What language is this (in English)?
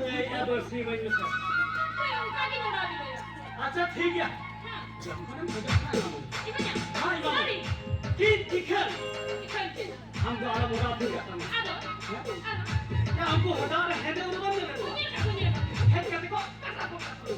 Santali